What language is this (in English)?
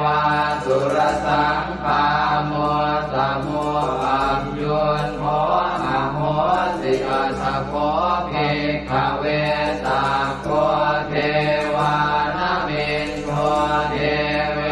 Pali